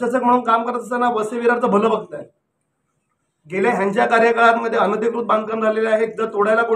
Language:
Marathi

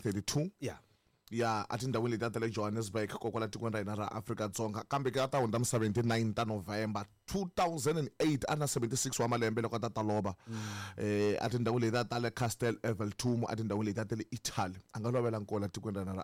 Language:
Tsonga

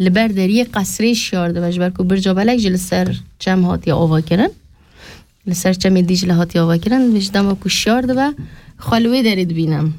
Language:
Kurdish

